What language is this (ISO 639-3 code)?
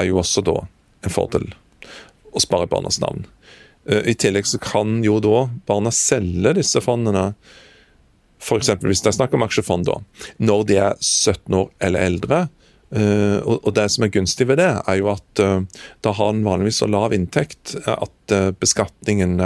nor